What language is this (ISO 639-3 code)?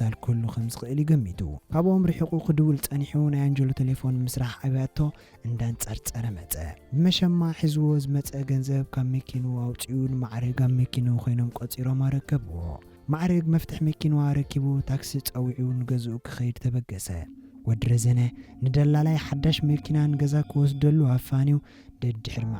tir